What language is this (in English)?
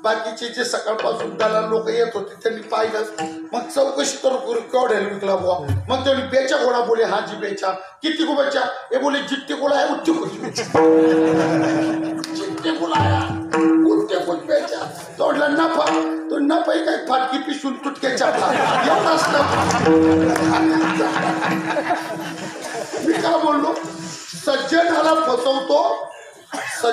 Marathi